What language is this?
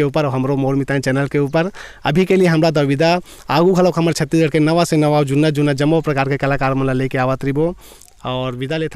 Chhattisgarhi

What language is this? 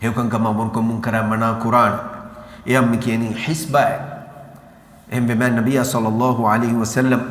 Divehi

